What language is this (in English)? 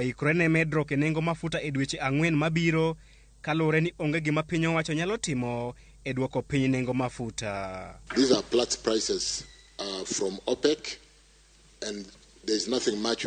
Luo (Kenya and Tanzania)